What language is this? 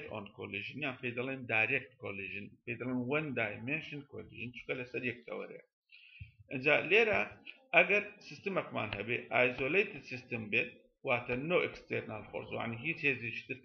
Central Kurdish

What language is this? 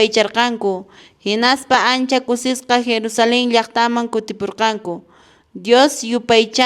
Quechua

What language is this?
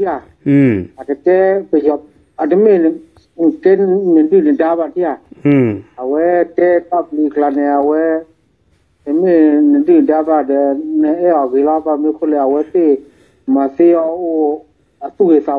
S'gaw Karen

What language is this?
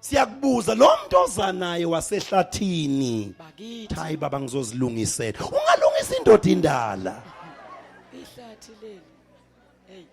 Zulu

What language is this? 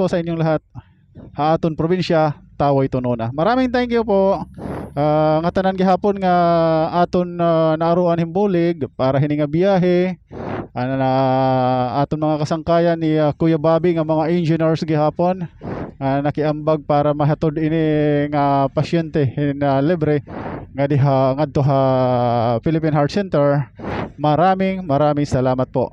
Waray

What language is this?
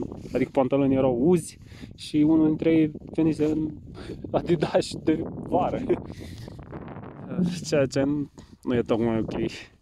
Romanian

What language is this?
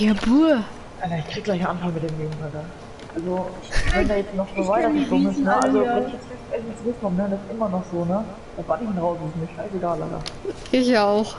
Bavarian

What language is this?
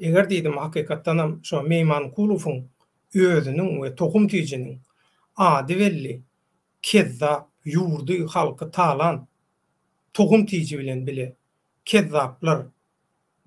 Turkmen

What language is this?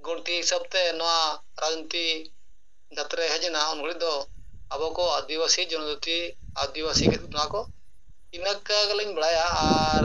Santali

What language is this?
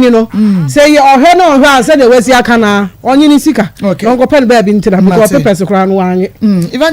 Akan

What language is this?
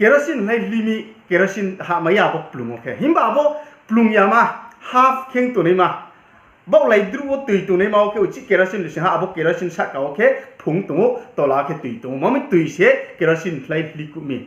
Riang (India)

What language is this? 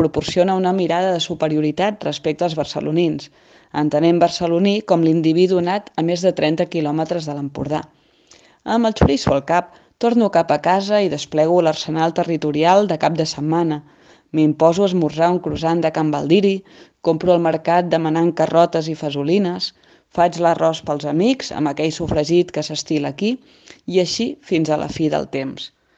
Catalan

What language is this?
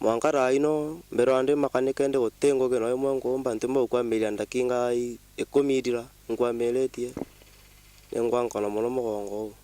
Meru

